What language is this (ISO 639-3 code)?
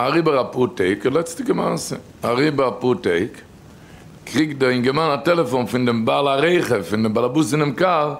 yid